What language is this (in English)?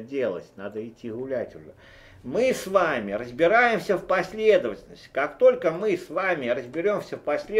Russian